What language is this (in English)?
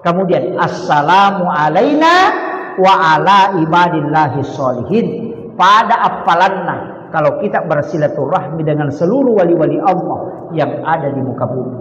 Buginese